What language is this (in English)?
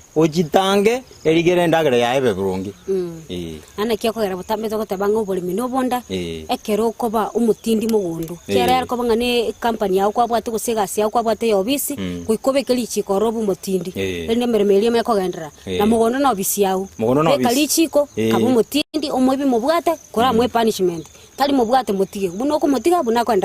Gusii